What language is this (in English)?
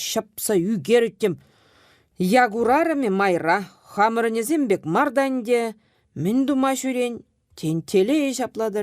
Chuvash